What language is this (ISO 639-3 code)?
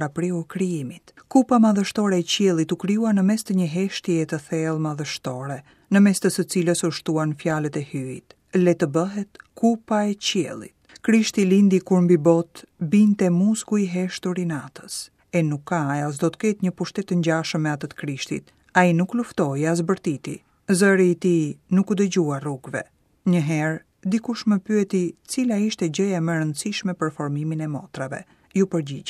sqi